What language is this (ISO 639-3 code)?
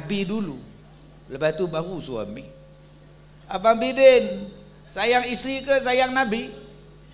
msa